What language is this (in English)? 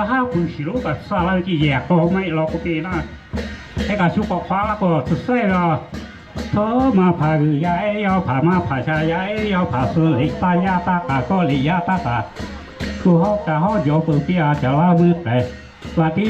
Lahu